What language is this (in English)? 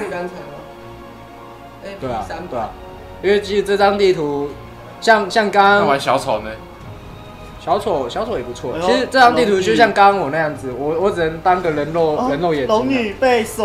Chinese